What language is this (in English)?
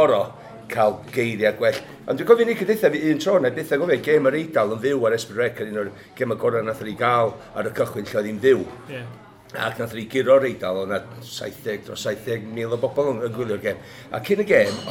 Welsh